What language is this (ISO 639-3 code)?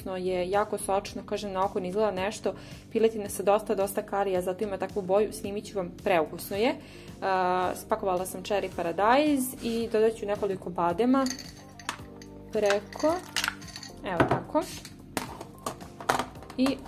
srp